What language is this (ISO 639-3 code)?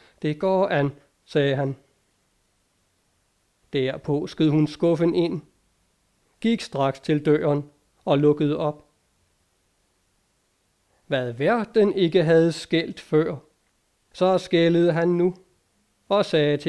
dan